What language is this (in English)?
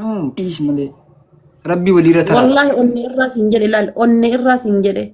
Oromo